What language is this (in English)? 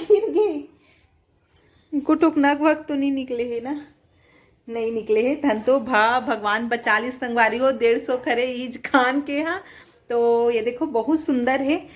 Chhattisgarhi